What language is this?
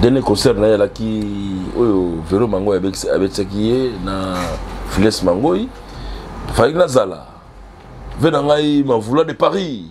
Lingala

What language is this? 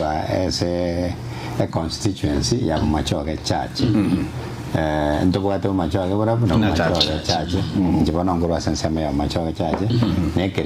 Gusii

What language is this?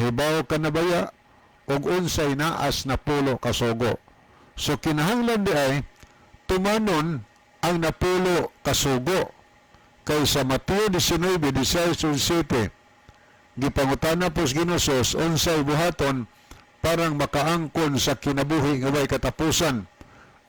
Cebuano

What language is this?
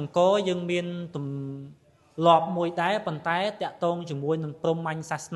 Khmer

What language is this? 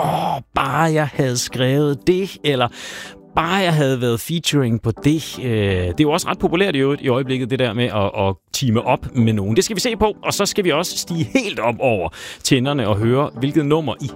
Danish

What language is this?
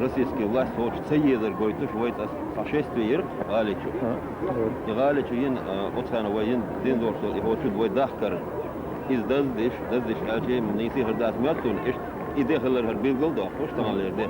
Chechen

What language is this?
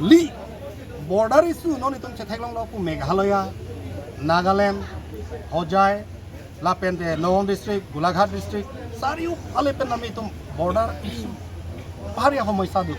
Karbi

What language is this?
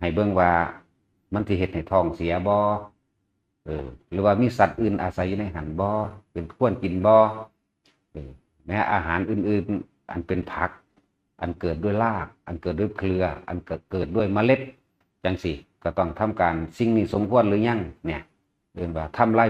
Northeastern Thai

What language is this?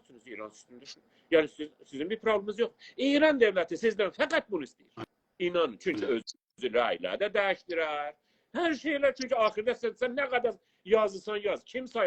South Azerbaijani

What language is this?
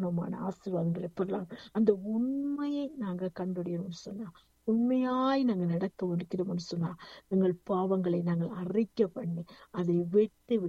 Tamil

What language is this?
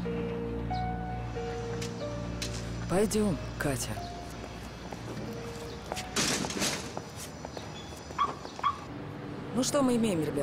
Russian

